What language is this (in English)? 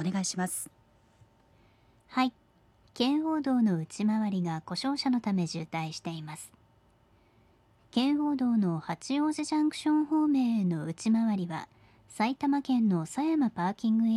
Japanese